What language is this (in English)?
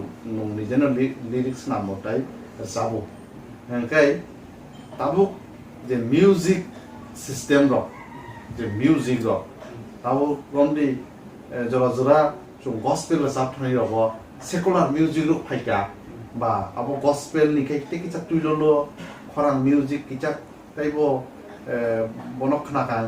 Kok Borok